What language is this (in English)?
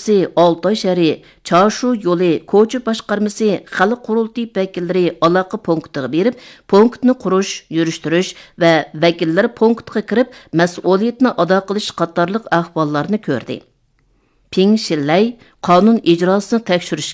Uyghur